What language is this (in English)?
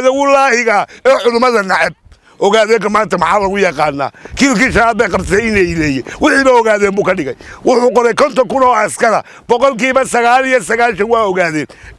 Somali